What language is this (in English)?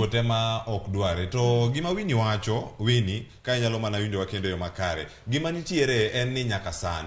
Luo (Kenya and Tanzania)